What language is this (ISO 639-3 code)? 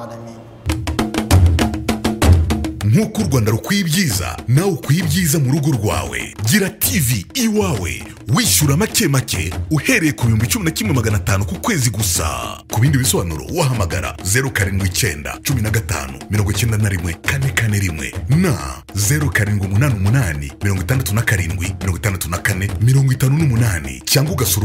kin